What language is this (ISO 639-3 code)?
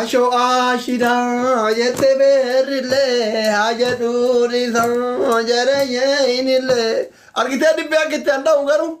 orm